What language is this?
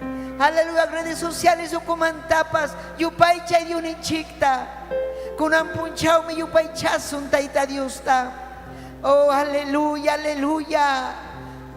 Ayacucho Quechua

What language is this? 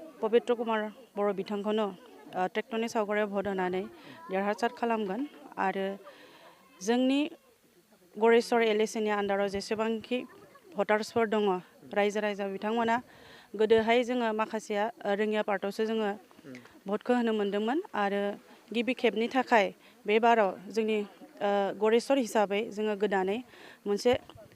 Bodo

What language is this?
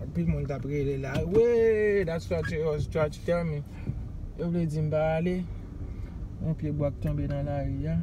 Haitian Creole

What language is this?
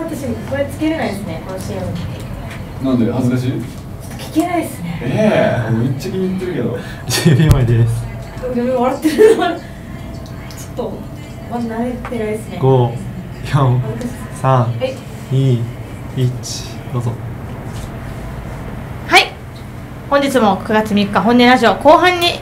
Japanese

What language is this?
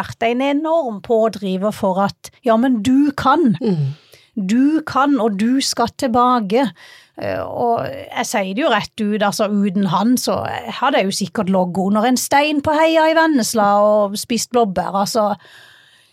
Norwegian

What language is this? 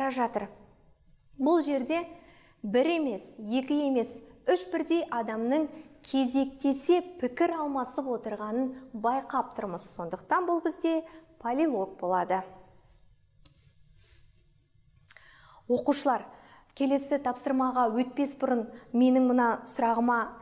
Kazakh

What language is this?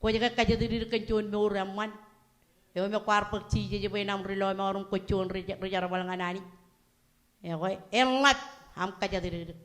Marshallese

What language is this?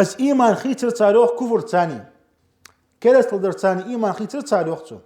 Ingush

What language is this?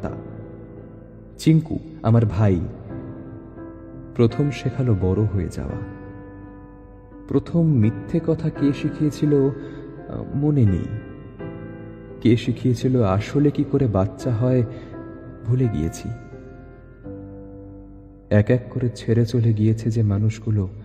Bangla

